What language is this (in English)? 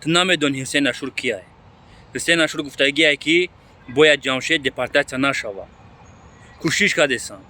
Tajik